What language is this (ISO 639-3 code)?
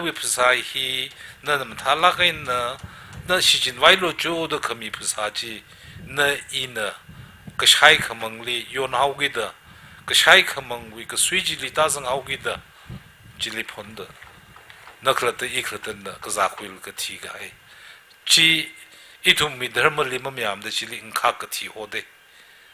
nmf